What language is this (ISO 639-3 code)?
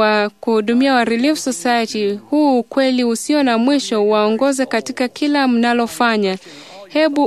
swa